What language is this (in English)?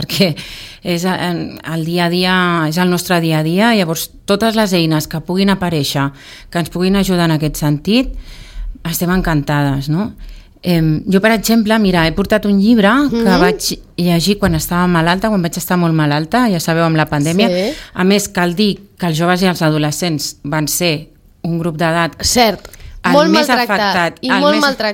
Catalan